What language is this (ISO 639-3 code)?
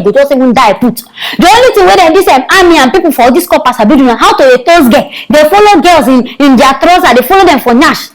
pcm